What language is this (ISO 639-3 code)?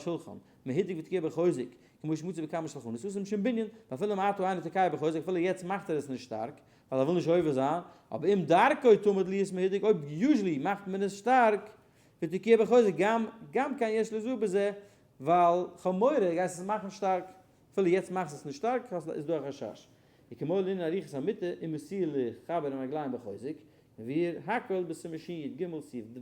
yid